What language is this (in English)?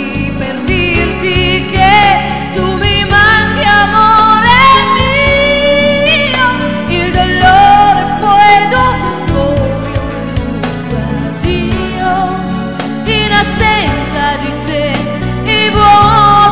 Italian